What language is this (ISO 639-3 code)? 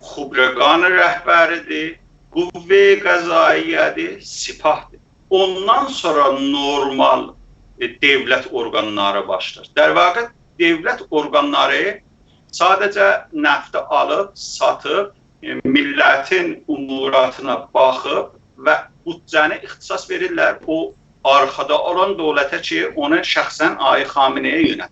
azb